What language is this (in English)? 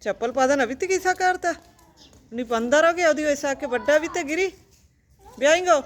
Baluchi